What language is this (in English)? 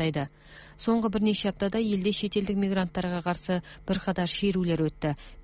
Kazakh